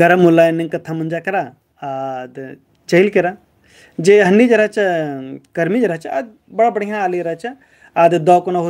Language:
Kurukh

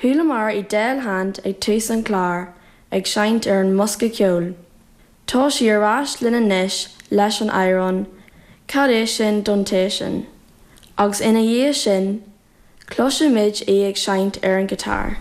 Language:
Irish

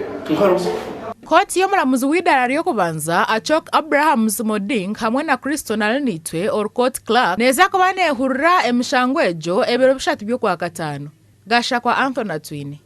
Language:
Nyankole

